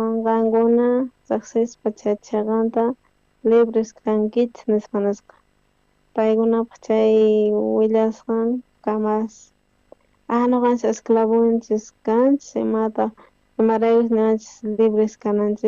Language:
South Bolivian Quechua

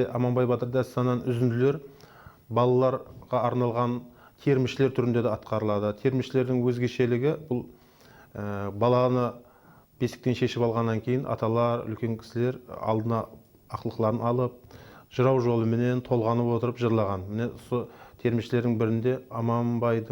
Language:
Kara-Kalpak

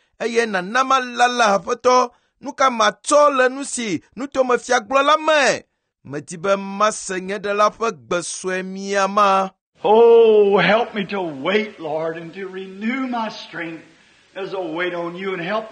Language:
Ewe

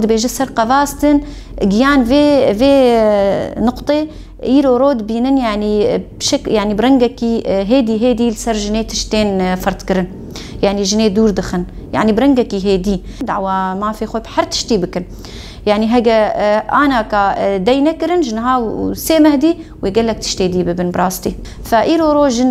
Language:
Kurdish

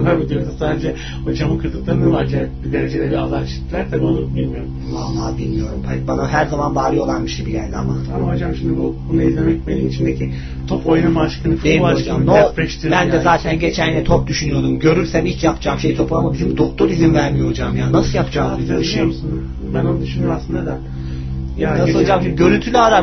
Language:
Turkish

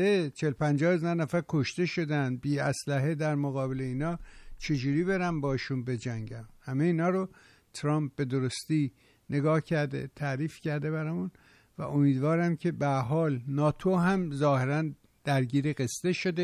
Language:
Persian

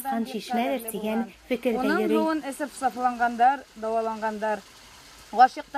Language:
Bashkir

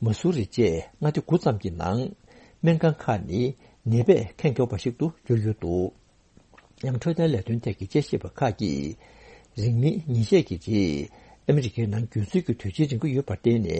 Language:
Tibetan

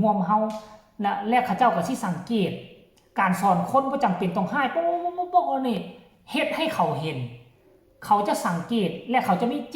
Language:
Northeastern Thai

